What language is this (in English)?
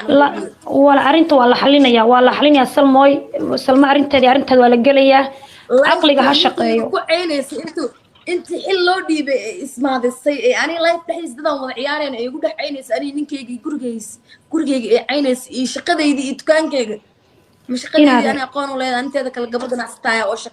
Somali